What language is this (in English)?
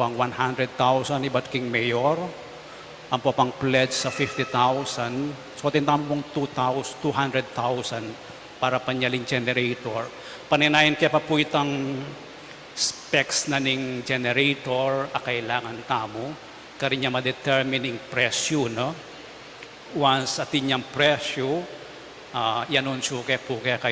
Pampanga